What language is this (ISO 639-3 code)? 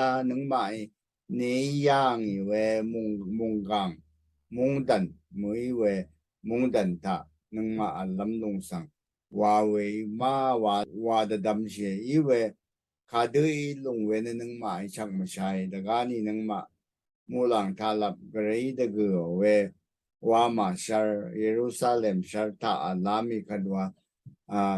raw